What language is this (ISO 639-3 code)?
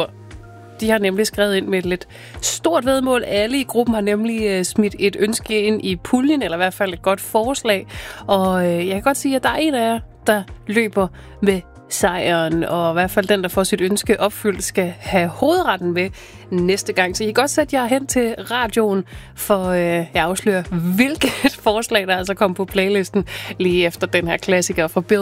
dan